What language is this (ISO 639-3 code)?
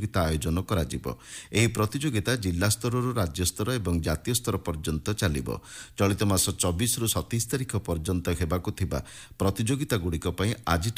ori